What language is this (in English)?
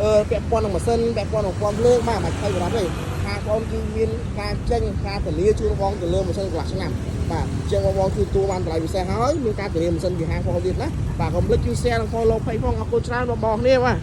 Khmer